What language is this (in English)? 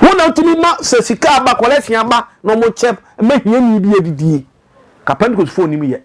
Akan